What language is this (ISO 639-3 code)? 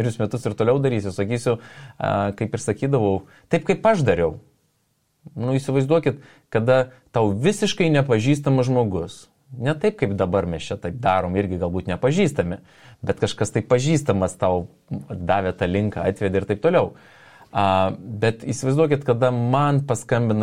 lit